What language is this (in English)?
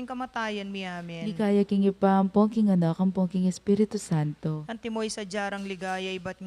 Pampanga